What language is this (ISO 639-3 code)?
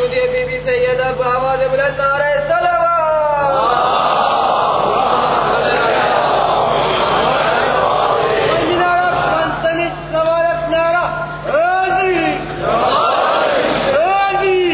urd